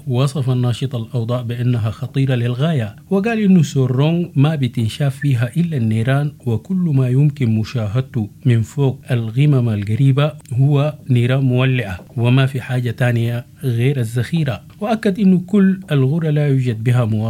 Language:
Sudanese Arabic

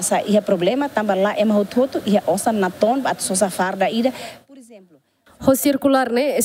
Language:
Tetum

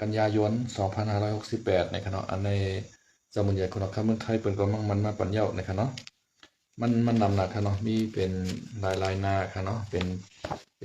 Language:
Shan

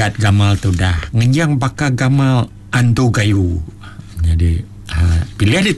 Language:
Iban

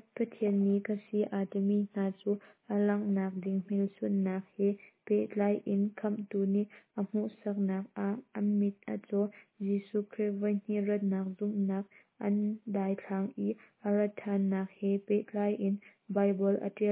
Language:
Hakha Chin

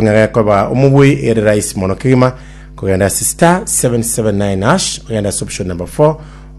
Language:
Gusii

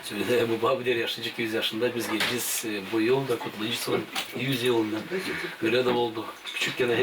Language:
Gagauz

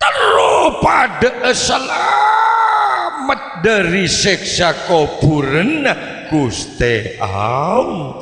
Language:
Madurese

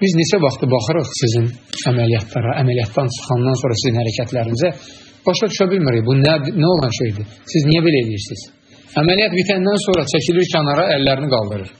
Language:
Azerbaijani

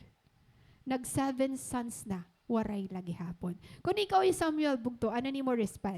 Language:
Waray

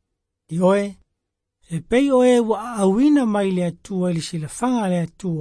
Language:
Samoan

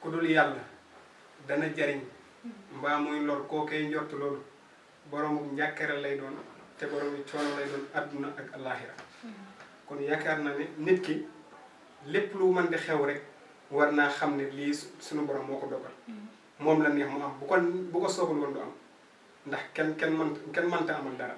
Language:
Wolof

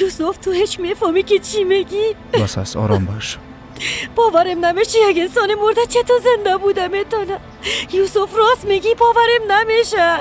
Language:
Persian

